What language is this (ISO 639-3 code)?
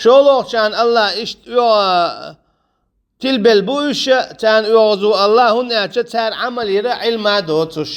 che